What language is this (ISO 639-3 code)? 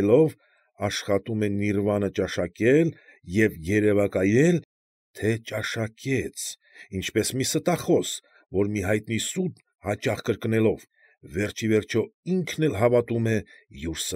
hye